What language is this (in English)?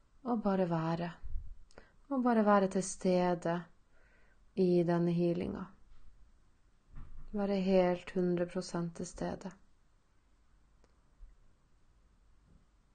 Norwegian